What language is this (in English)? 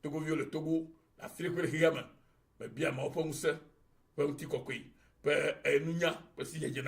Ewe